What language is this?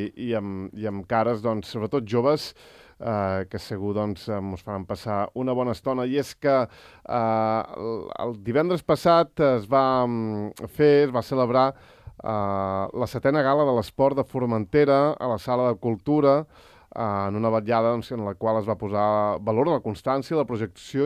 Catalan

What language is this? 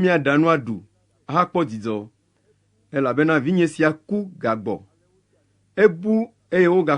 Ewe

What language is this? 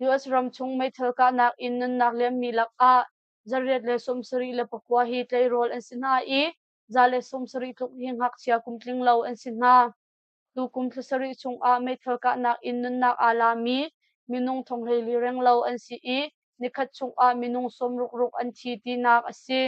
Hakha Chin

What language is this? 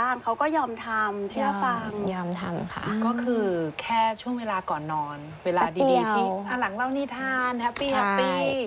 Thai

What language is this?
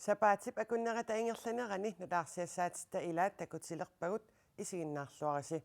Kalaallisut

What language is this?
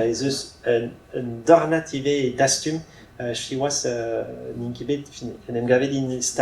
Breton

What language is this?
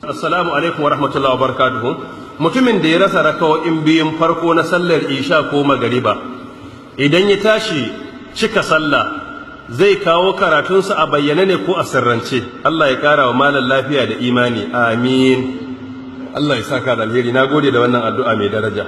Hausa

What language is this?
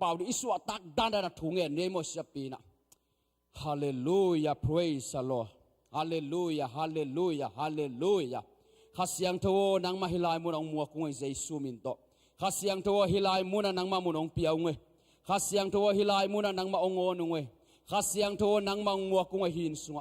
Tedim Chin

